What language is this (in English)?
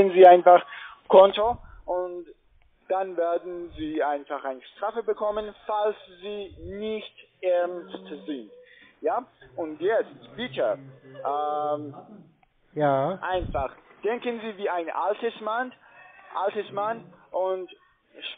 German